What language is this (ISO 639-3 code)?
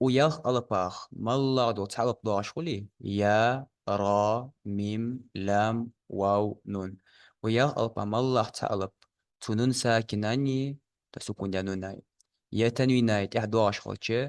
inh